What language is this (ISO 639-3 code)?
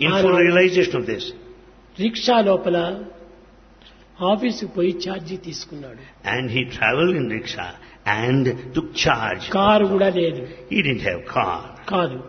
tel